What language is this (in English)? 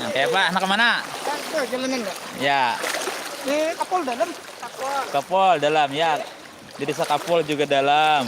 Banjar